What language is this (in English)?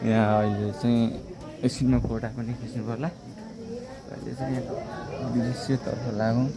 Nepali